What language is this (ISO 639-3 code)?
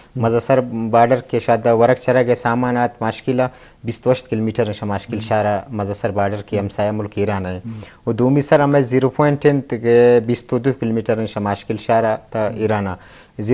bgp